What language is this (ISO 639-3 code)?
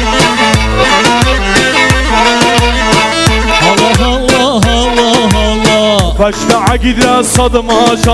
ara